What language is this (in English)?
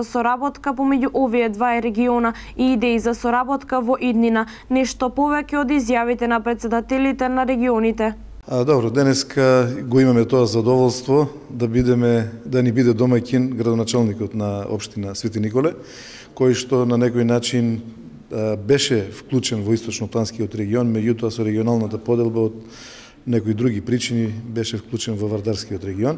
Macedonian